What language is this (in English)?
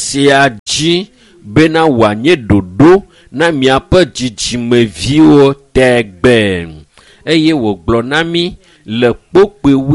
Ewe